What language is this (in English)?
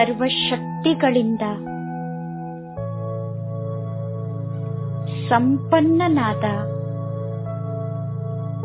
Kannada